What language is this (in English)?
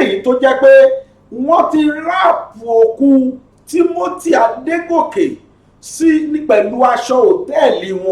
Yoruba